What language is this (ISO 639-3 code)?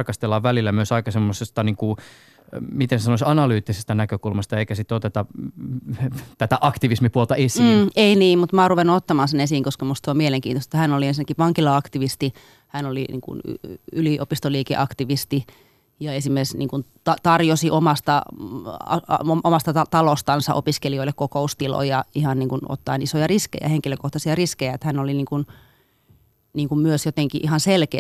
fin